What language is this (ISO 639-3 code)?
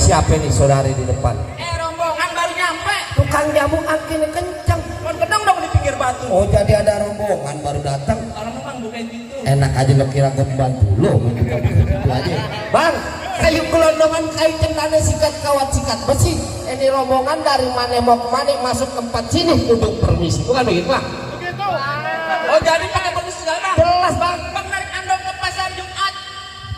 bew